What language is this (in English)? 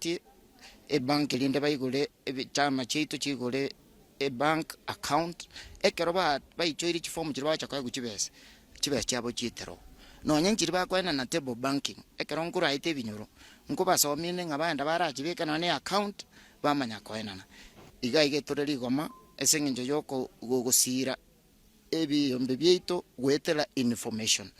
Gusii